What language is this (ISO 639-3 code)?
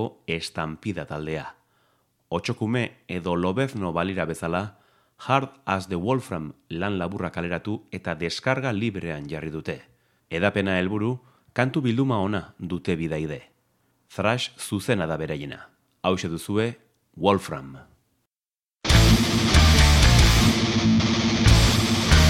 eus